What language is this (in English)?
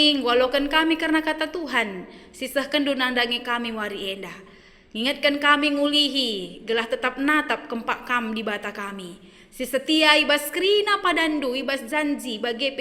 Batak Karo